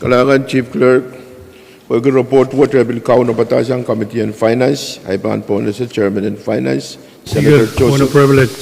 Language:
Pohnpeian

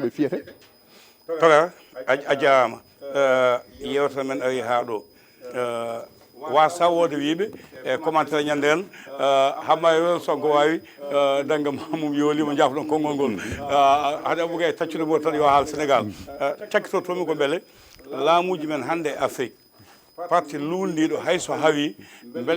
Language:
Fula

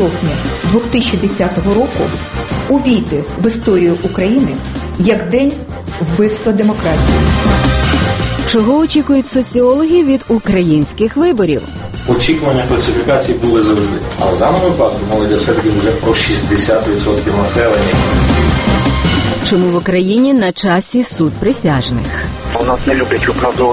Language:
Ukrainian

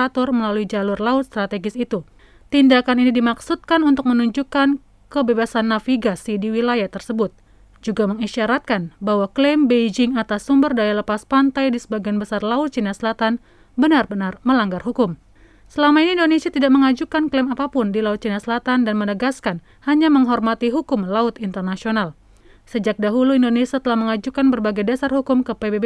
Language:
Indonesian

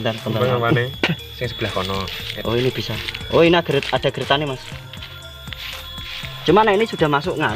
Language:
Indonesian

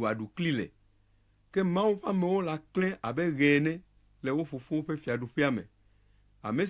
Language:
Ewe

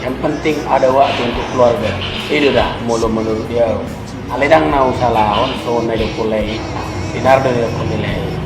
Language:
Batak Toba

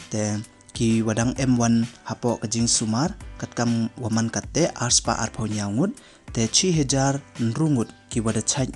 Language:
Pnar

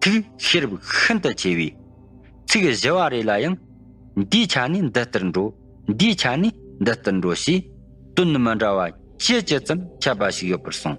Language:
Tibetan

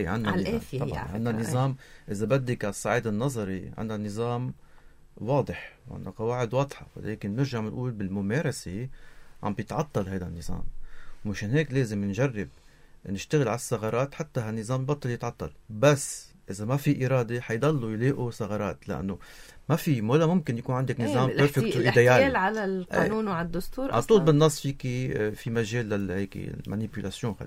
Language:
North Levantine Arabic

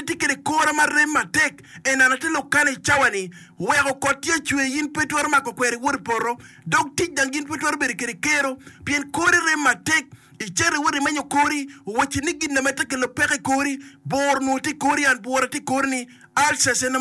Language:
Acoli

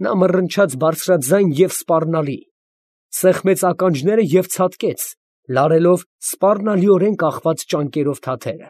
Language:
Armenian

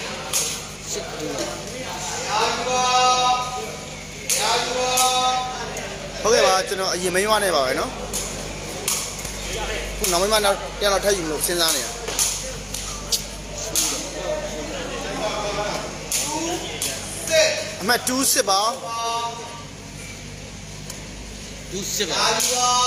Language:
Burmese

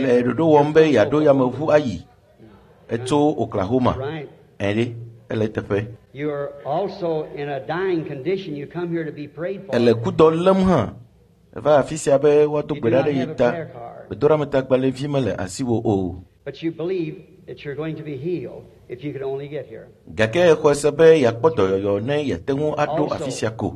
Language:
Ewe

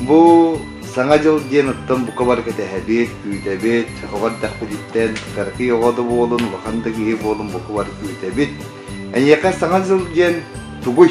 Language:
Yakut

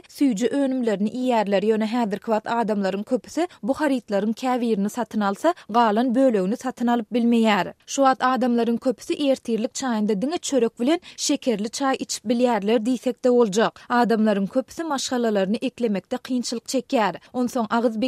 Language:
Turkmen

